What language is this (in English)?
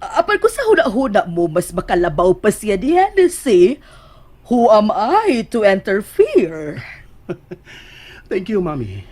Cebuano